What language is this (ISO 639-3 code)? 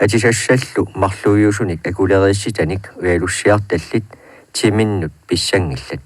kal